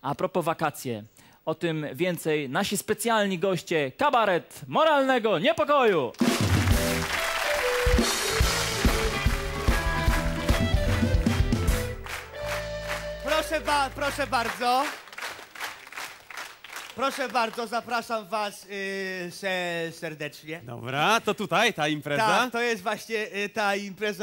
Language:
Polish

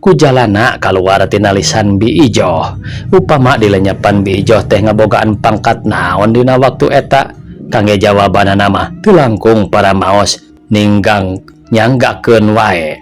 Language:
Sundanese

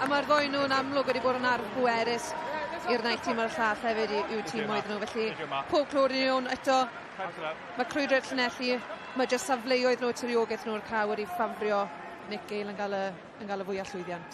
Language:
Welsh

